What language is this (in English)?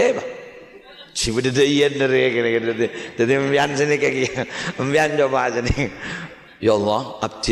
Madurese